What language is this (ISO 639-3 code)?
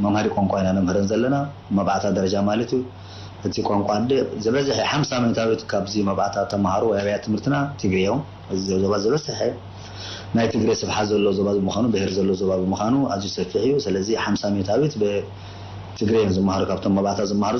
tir